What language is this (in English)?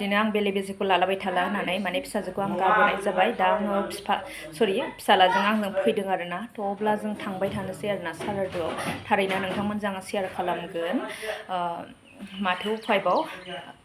Bodo